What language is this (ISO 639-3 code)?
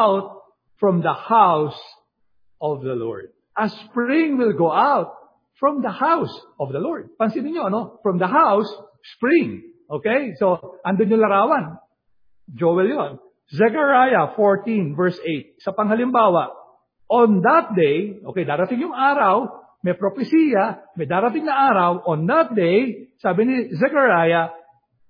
fil